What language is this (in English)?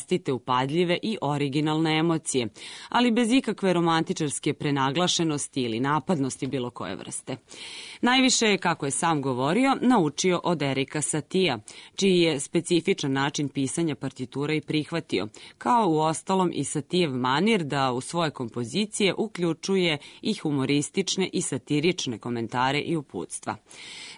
Serbian